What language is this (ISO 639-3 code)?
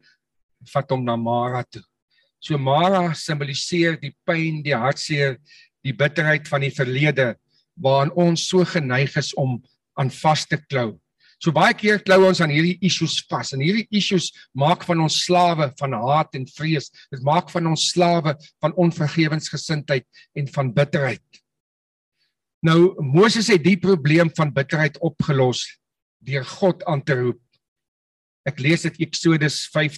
afr